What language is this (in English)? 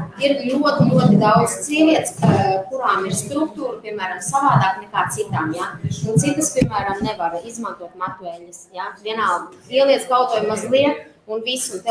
Latvian